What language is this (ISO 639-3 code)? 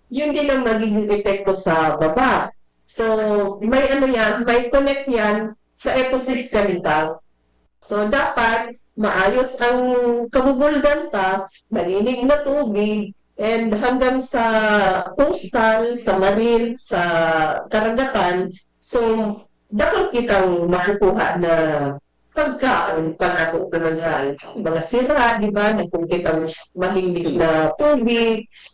bik